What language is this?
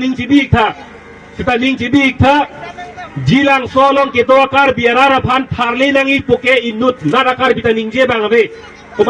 Karbi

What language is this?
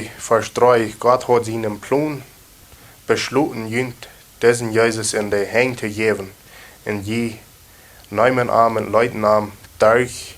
Plautdietsch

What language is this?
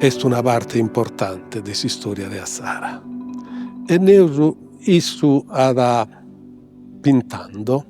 Sardinian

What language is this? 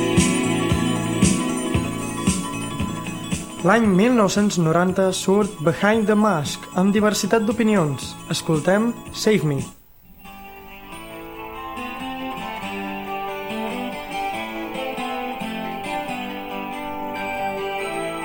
Catalan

